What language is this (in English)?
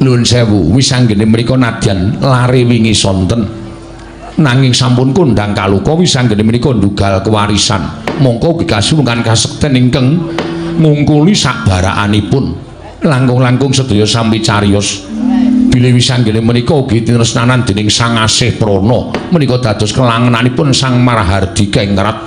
Javanese